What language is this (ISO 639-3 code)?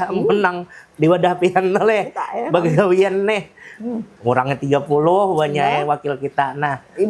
bjn